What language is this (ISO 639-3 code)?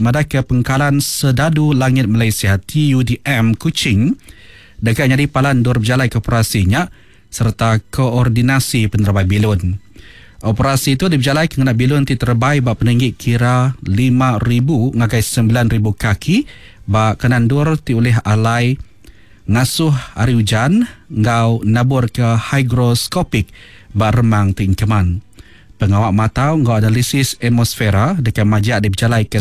iba